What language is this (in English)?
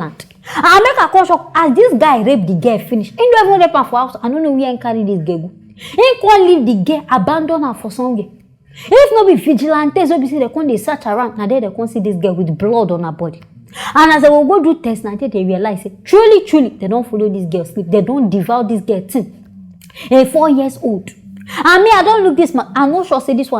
Nigerian Pidgin